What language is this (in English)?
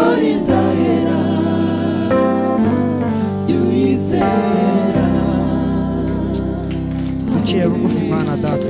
Kinyarwanda